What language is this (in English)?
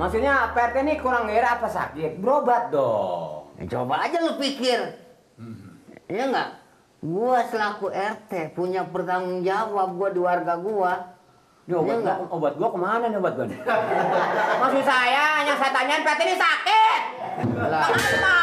Betawi